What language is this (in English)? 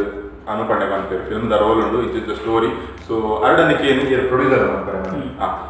Tulu